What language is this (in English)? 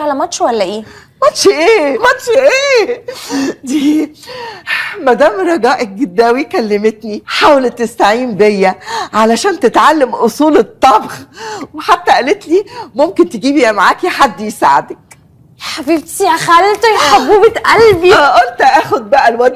Egyptian Arabic